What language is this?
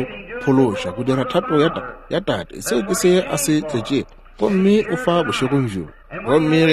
Northern Sotho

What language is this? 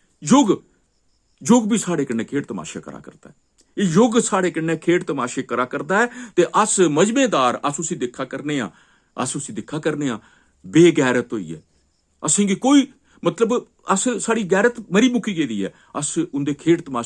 Dogri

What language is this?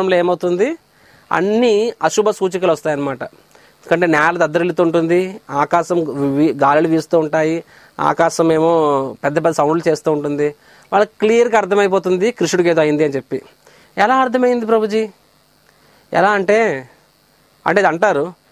Telugu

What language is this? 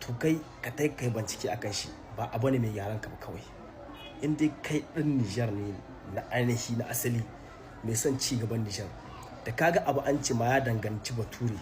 Hausa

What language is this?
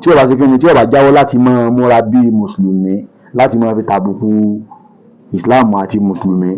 Yoruba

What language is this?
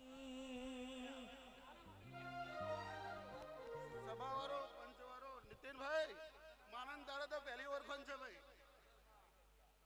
Gujarati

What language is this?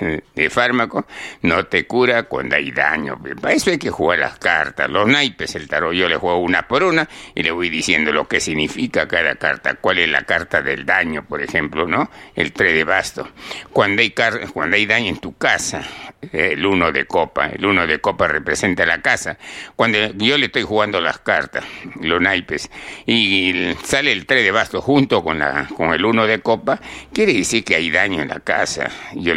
Spanish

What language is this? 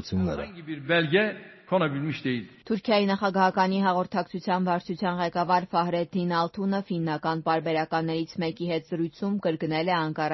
Armenian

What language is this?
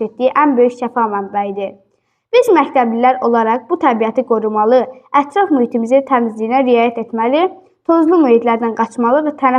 Azerbaijani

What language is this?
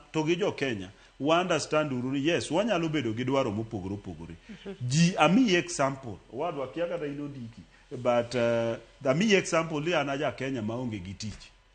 Luo (Kenya and Tanzania)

